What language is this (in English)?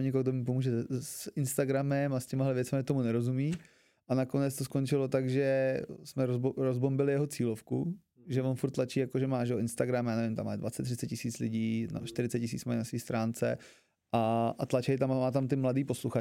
Czech